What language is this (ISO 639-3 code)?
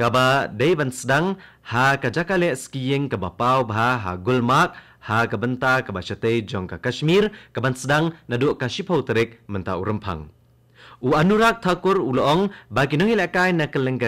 kha